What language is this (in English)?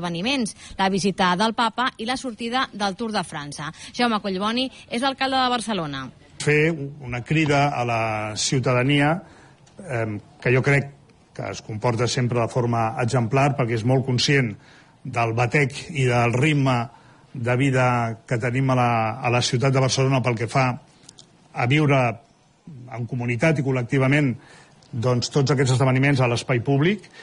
Catalan